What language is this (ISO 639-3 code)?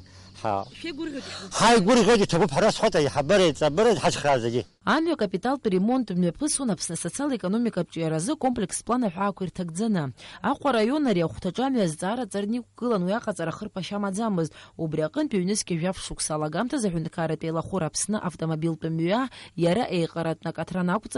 abk